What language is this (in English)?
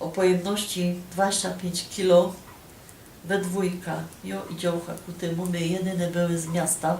Silesian